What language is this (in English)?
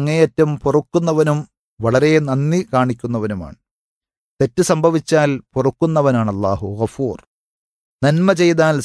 Malayalam